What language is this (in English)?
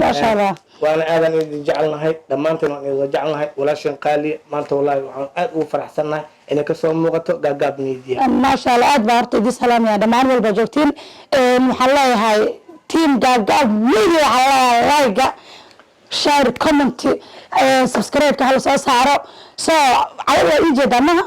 Somali